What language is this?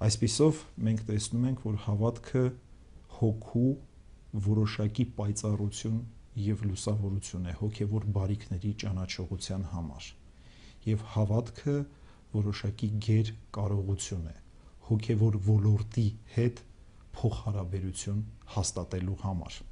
Armenian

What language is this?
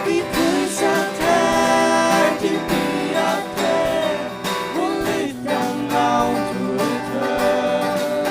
Faroese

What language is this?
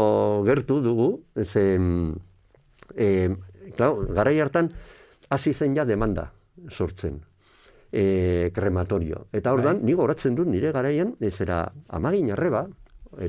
Basque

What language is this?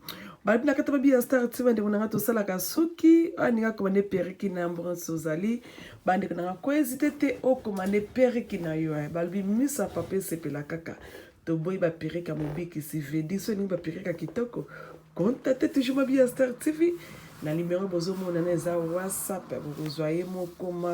Lingala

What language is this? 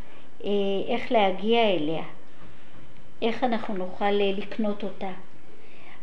Hebrew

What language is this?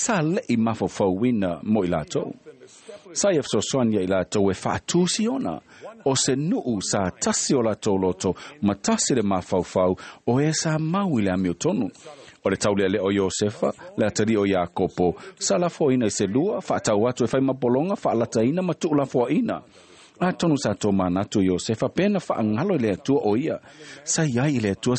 Samoan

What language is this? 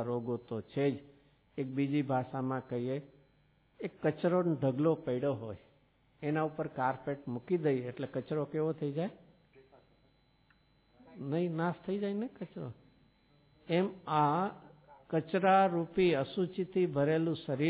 Gujarati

